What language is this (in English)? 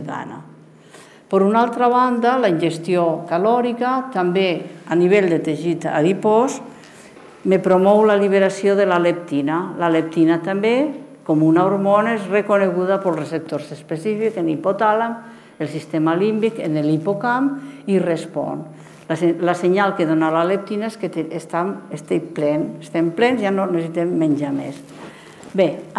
Catalan